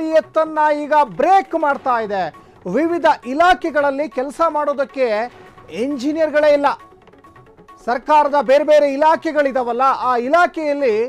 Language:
Kannada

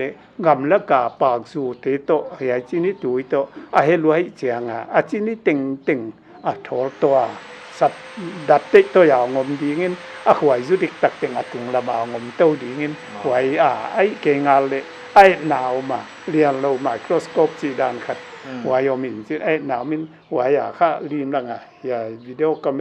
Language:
Paite Chin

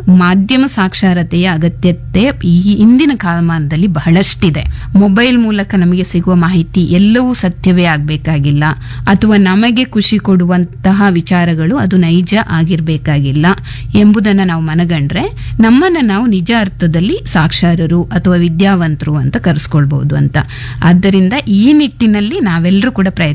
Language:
Kannada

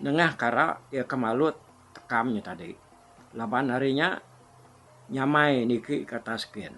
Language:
Iban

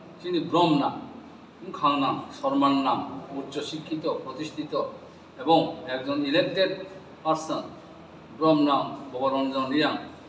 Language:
Riang (India)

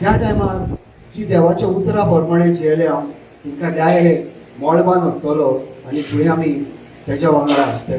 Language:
Konkani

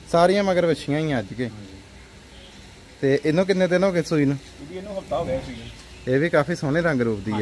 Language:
Punjabi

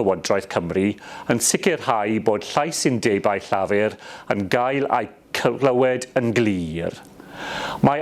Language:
Welsh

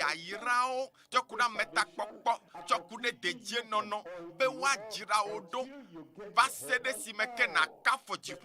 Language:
Ewe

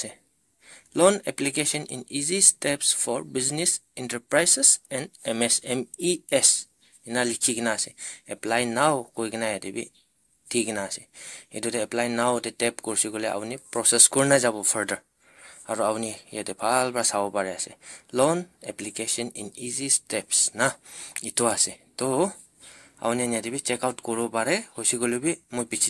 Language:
Naga Pidgin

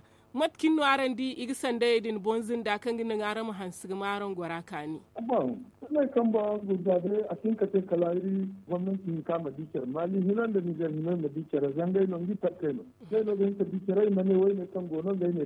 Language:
Zarma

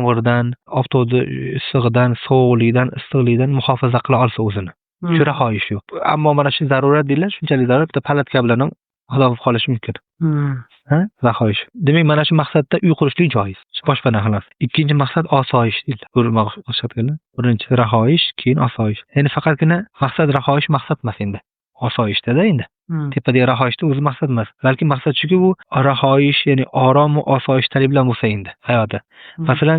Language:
Uzbek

